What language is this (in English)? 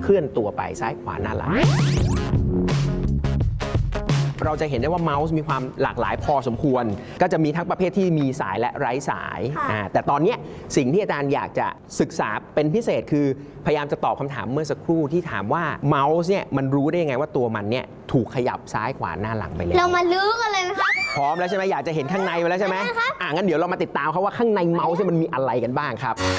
Thai